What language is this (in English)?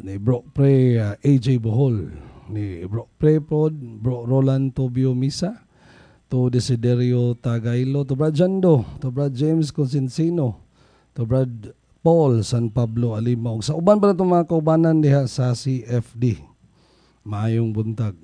Cebuano